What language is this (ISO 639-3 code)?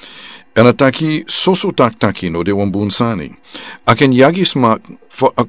srn